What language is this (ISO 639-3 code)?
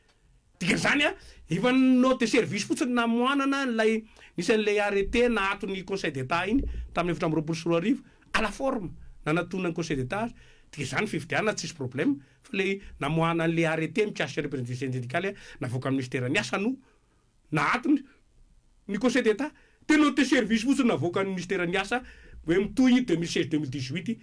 mlg